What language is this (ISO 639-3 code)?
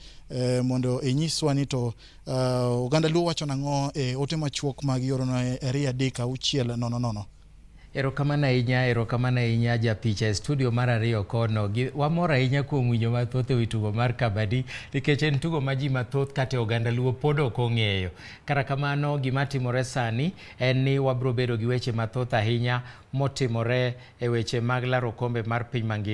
luo